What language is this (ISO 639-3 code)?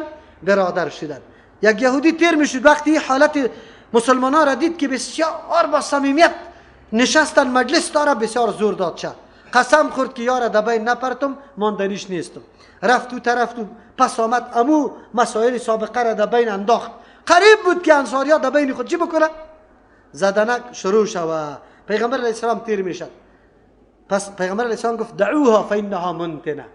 fas